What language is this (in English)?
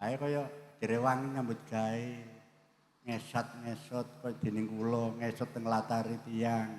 Javanese